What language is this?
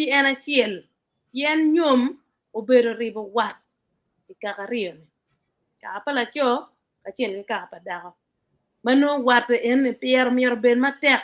Acoli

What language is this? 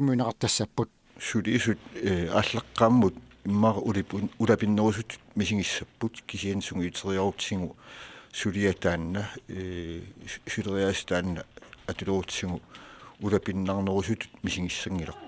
Kalaallisut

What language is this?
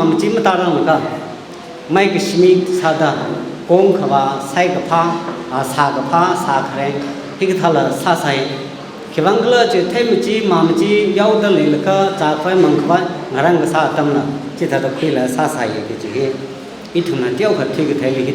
Tangkhul Naga (India)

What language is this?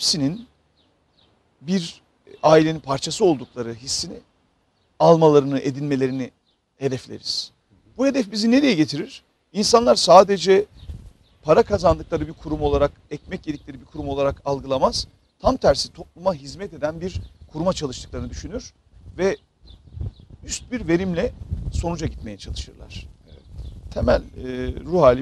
Turkish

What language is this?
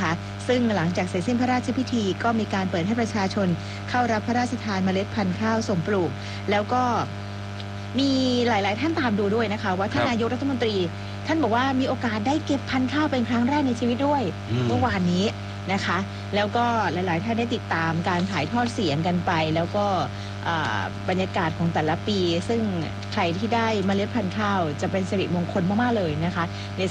Thai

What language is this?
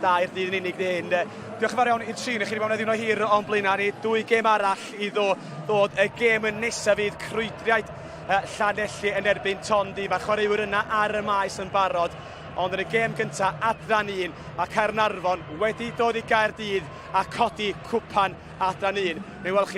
Welsh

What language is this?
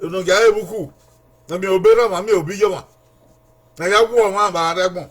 Bini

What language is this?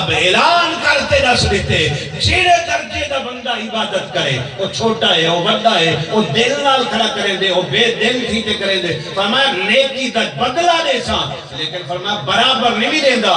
Saraiki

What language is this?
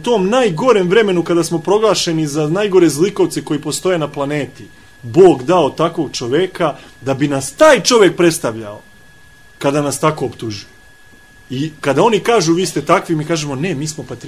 Serbian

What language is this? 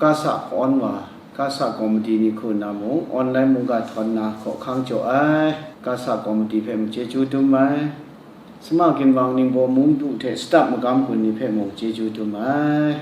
Kachin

